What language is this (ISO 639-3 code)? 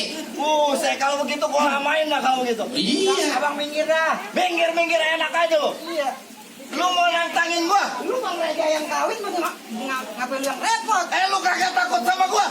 bew